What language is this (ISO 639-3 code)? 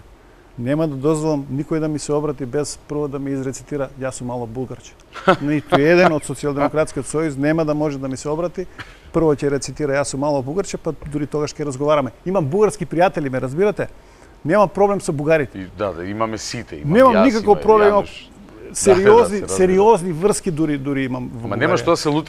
mkd